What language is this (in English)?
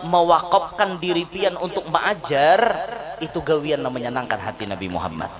Banjar